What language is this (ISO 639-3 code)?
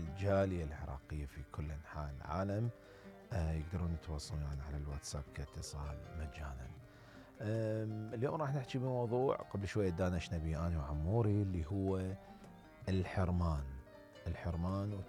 acm